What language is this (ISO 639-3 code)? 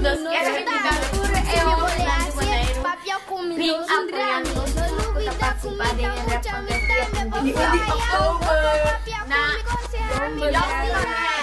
pap